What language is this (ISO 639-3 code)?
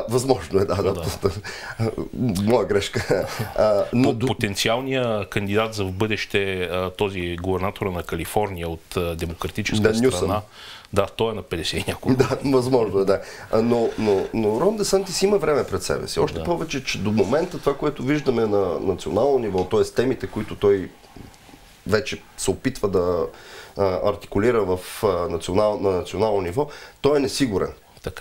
bul